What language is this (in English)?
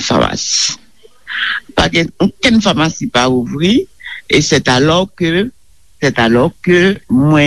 Haitian Creole